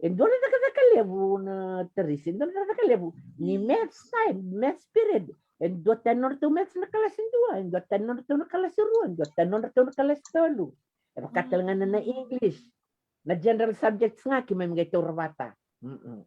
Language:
Fijian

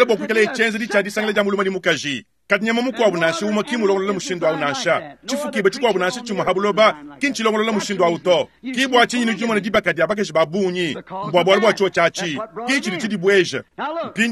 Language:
Luba-Lulua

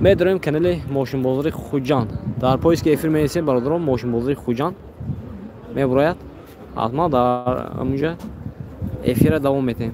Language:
Tajik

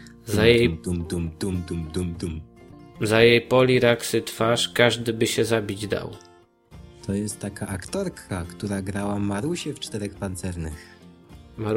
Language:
Polish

